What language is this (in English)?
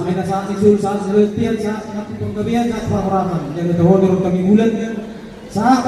Batak Toba